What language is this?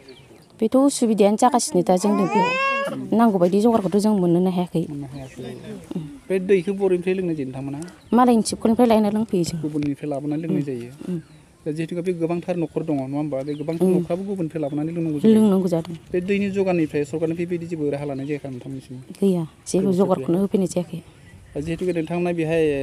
Bodo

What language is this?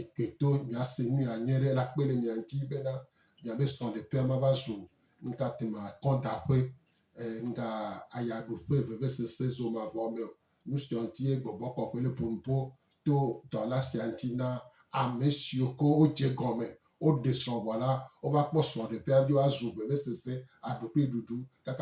Gen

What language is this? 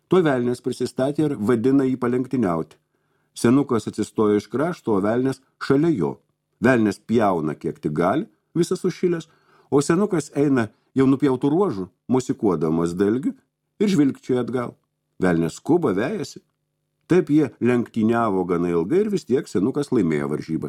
Lithuanian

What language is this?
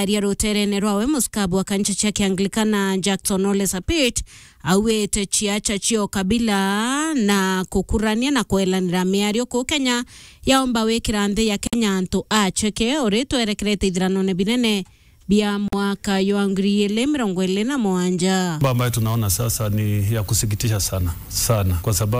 Meru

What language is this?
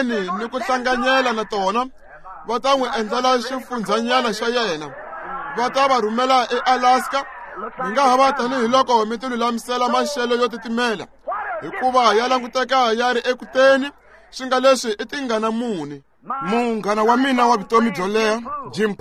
Tsonga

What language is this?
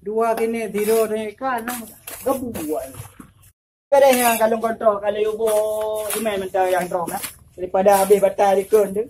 Achinese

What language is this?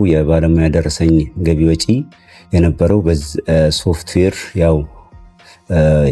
Amharic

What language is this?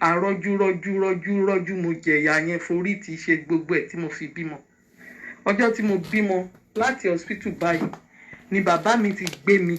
Yoruba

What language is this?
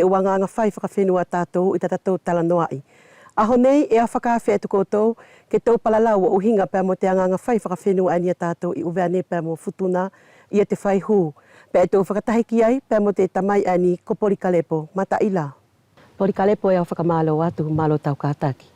Wallisian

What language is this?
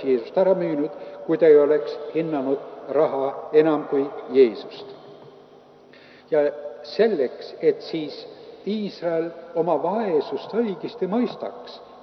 Estonian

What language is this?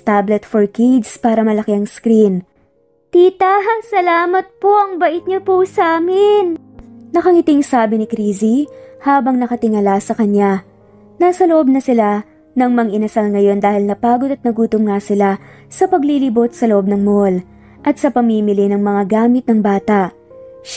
Filipino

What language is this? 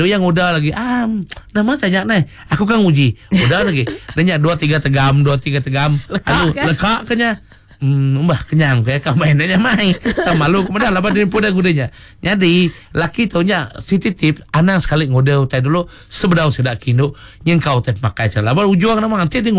Iban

